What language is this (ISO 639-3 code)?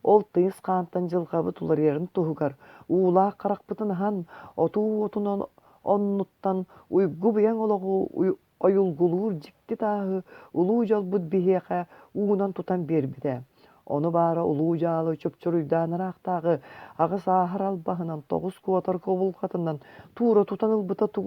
sah